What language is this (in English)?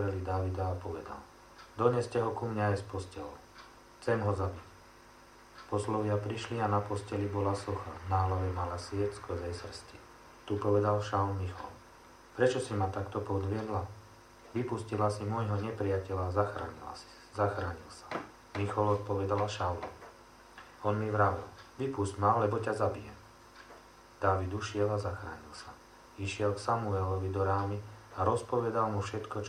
Slovak